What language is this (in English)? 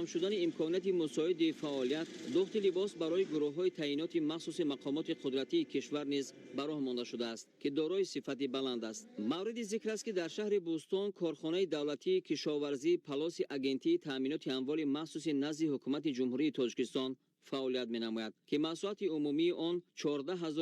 Tajik